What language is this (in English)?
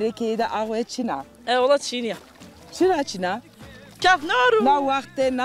Zaza